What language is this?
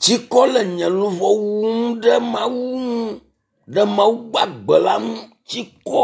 Ewe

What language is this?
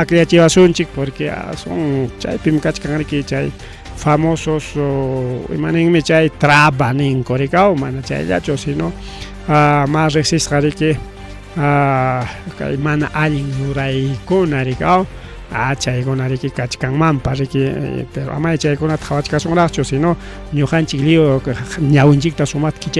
Ayacucho Quechua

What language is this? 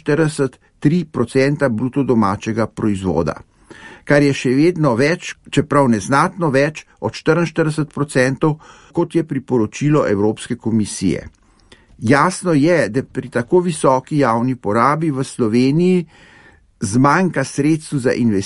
Slovenian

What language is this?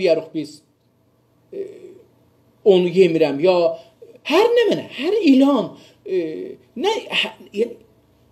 South Azerbaijani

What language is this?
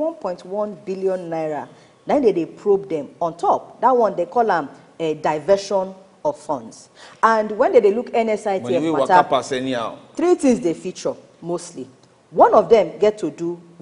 Nigerian Pidgin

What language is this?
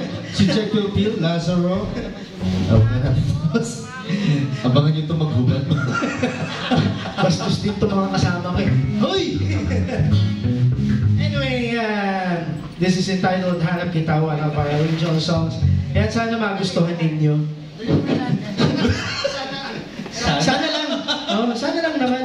Filipino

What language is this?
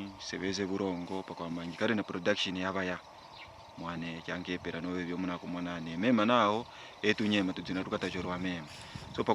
Kaonde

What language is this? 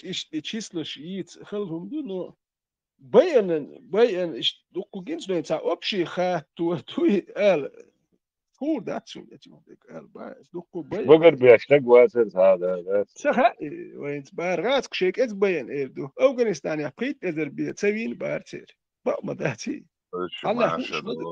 Chechen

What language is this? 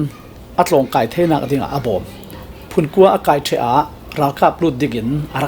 Falam Chin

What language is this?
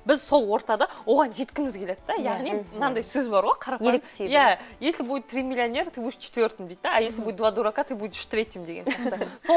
Kazakh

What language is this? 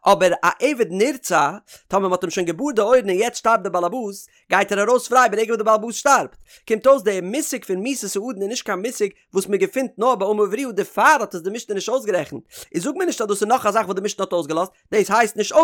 Yiddish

